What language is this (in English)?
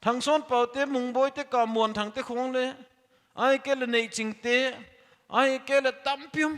Paite Chin